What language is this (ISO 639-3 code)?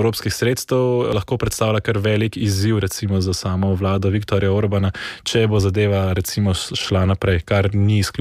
slv